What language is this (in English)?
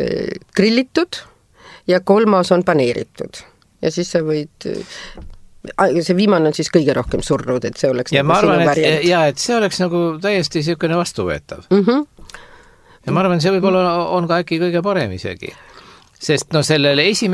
Estonian